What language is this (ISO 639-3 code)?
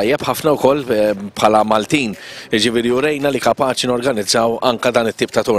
mlt